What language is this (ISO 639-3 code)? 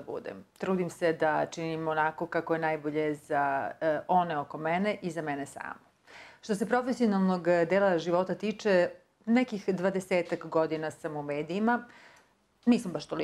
srp